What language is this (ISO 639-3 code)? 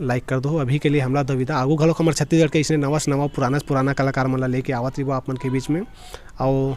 hne